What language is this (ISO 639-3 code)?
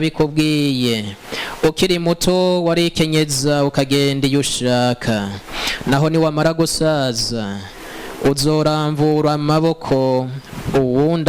run